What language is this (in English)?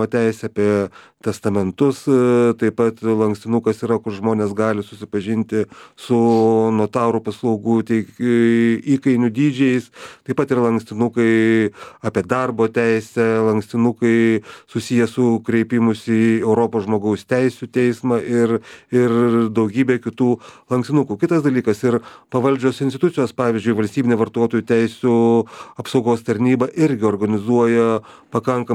Lithuanian